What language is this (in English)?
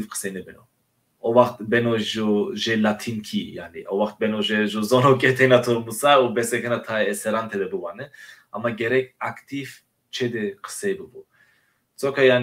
Zaza